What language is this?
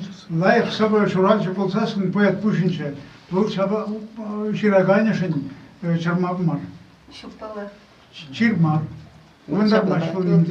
Chuvash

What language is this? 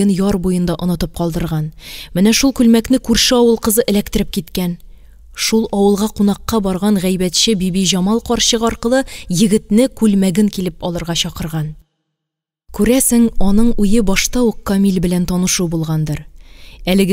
Tatar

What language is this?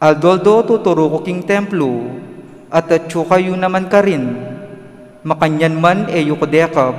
Pampanga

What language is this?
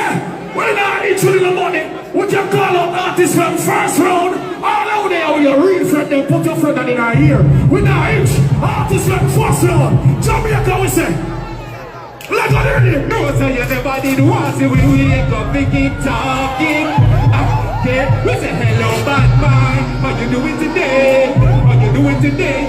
Jamaican Creole English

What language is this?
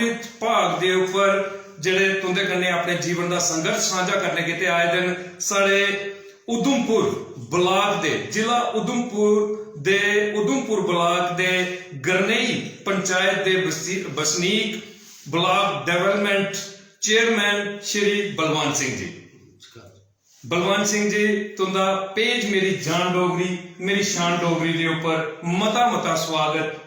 Dogri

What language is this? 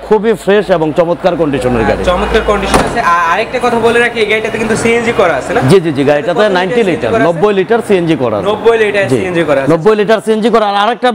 Bangla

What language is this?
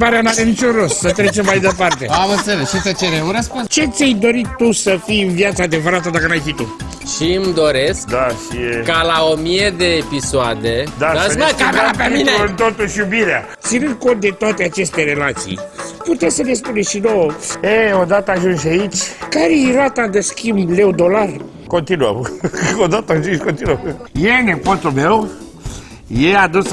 Romanian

